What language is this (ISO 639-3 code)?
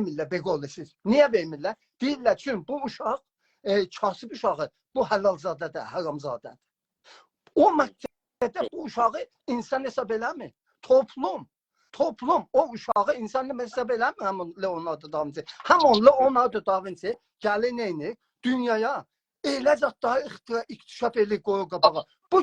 azb